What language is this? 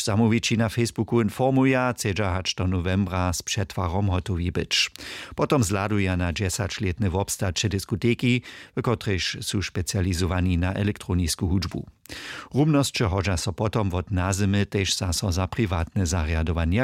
Upper Sorbian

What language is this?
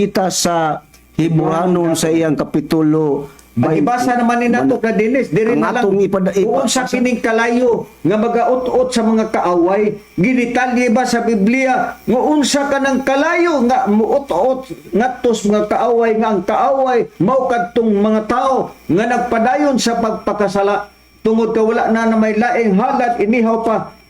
Cebuano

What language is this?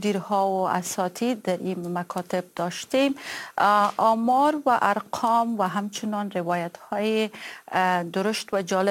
Persian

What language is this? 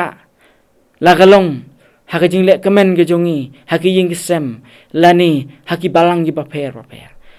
Khasi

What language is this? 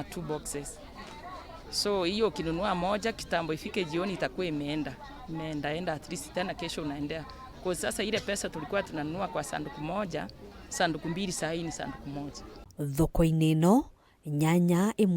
Kikuyu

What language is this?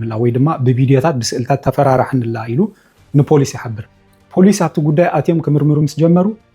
Tigrinya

